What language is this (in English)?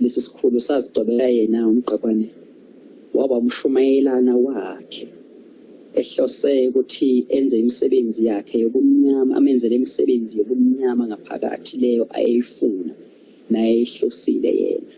Zulu